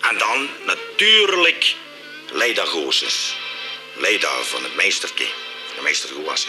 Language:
Limburgish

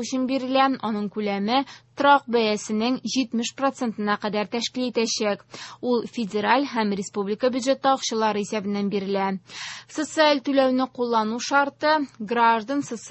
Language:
Tatar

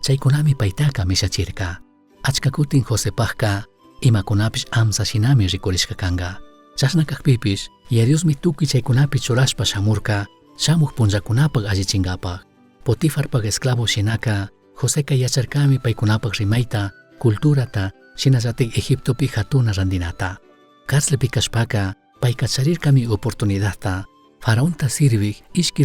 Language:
Chimborazo Highland Quichua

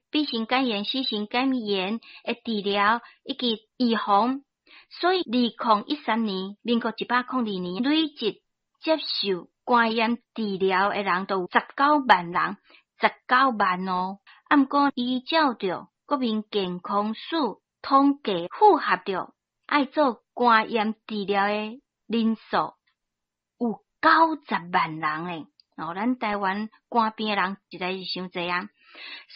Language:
Min Nan Chinese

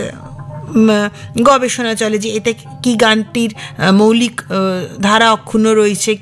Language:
Bangla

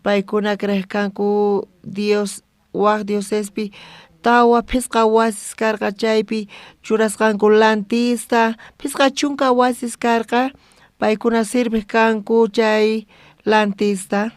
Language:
South Bolivian Quechua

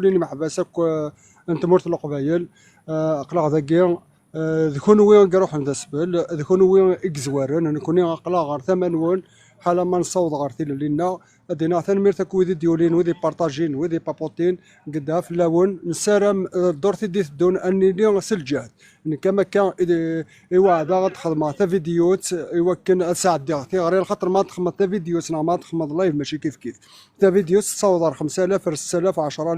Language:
Kabyle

